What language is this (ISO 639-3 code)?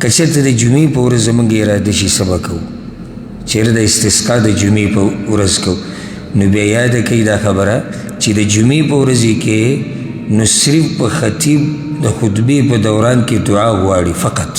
pus